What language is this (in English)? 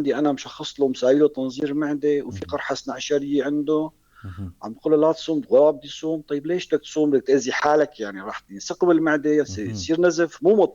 North Levantine Arabic